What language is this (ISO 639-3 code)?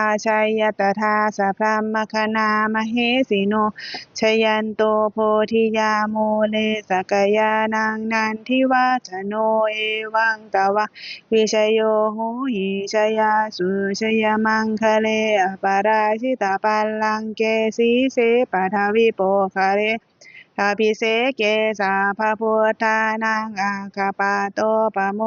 pli